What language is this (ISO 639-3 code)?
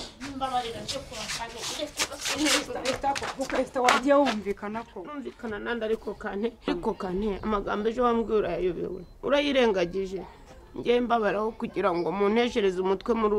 kin